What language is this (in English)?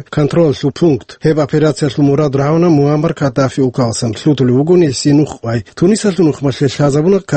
Avaric